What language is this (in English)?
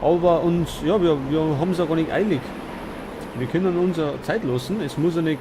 Bavarian